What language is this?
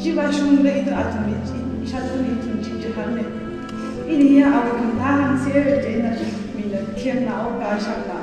Tangkhul Naga (India)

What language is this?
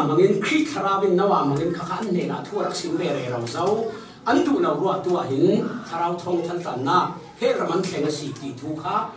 Falam Chin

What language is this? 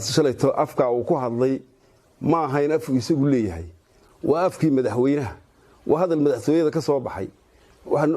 Somali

